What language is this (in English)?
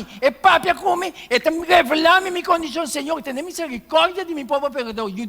Papiamento